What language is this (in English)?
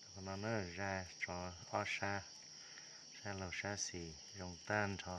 Hmong